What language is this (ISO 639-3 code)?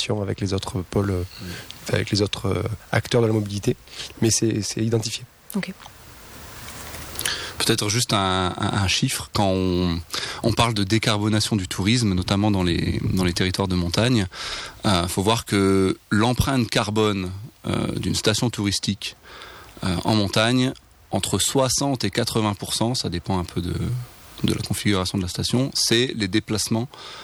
fra